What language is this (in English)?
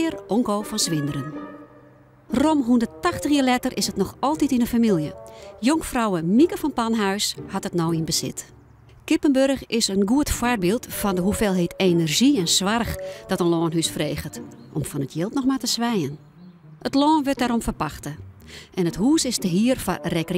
Western Frisian